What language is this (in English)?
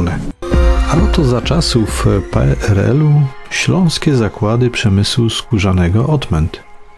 Polish